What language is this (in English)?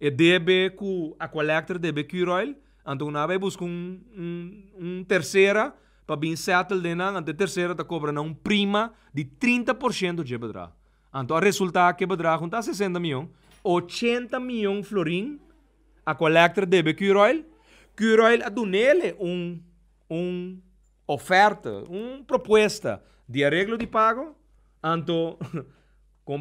Papiamento